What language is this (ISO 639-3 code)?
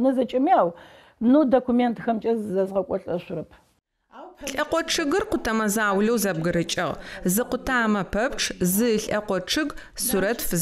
ady